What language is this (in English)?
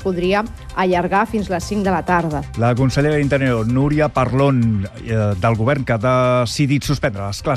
Catalan